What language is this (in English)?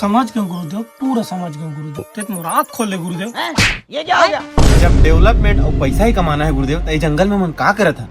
Chhattisgarhi